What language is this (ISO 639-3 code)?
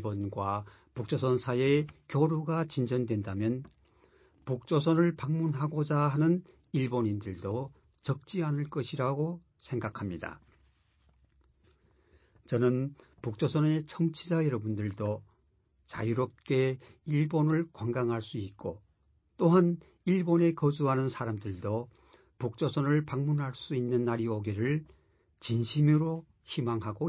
kor